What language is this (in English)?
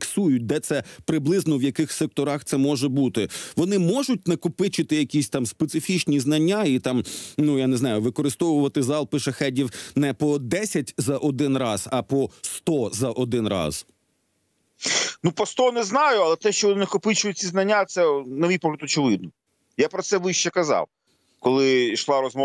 Ukrainian